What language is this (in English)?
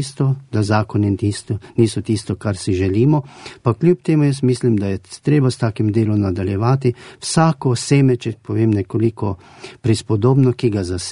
Slovenian